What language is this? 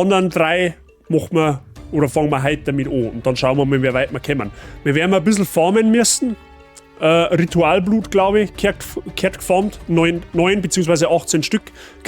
Bavarian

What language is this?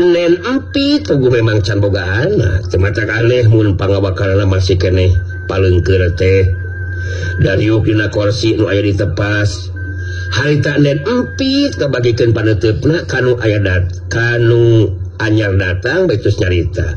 Sundanese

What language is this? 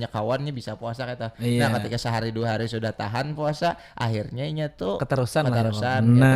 Banjar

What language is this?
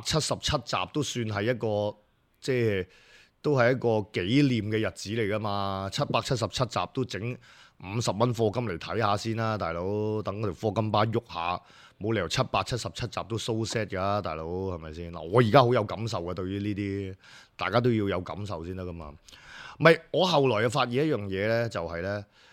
Cantonese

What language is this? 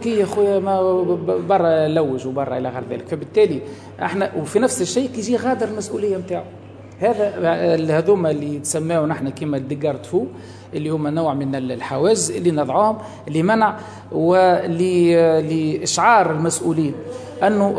Tunisian Arabic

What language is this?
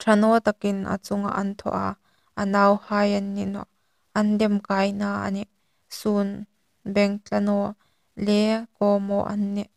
Hmar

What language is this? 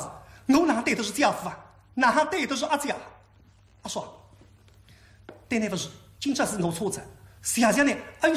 Wu Chinese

